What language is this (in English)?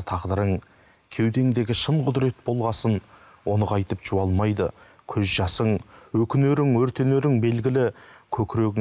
Kazakh